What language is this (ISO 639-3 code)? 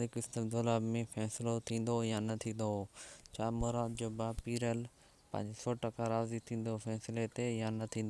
snd